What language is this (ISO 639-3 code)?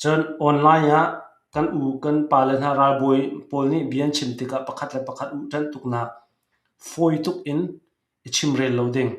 cnh